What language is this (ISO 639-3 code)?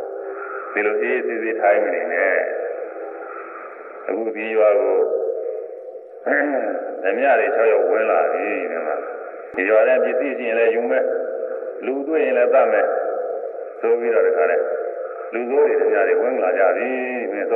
mya